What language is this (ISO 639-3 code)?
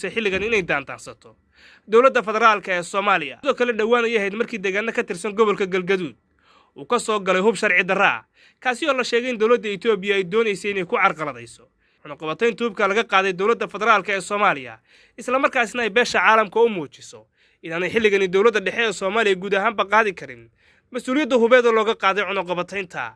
som